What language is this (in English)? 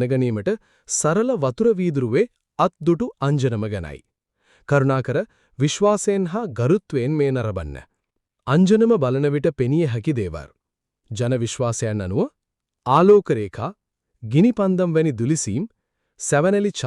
Sinhala